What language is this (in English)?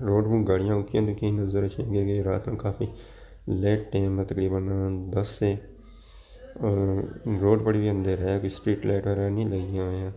Pahari-Potwari